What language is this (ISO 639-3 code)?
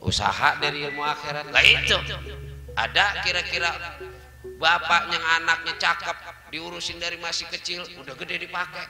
bew